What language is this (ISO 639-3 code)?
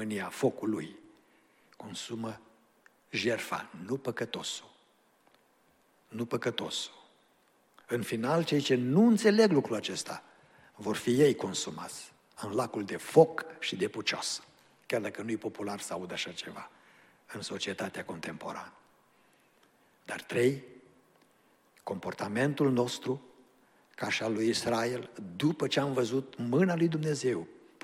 ron